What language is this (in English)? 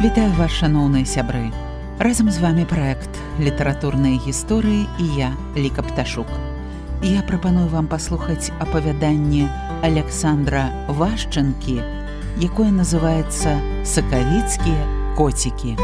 Belarusian